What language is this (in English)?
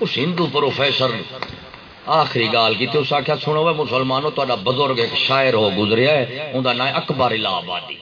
Saraiki